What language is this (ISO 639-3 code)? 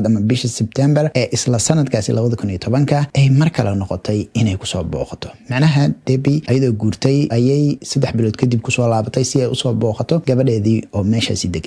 som